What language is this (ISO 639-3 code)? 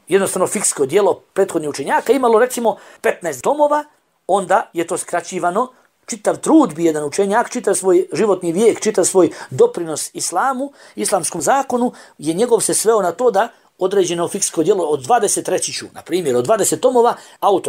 bos